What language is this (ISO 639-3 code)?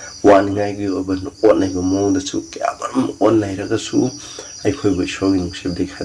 mni